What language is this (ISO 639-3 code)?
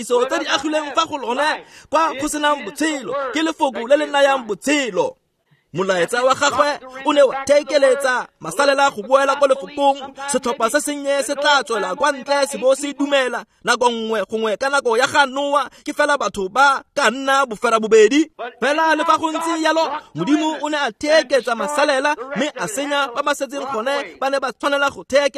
tsn